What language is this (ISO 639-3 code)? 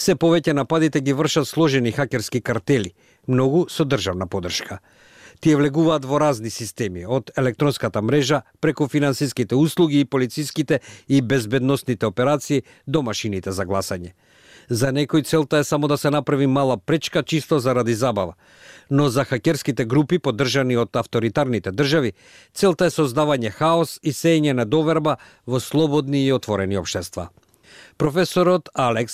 mkd